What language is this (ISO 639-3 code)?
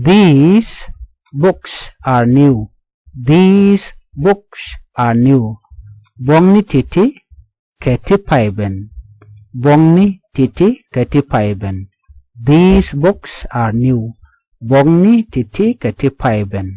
nus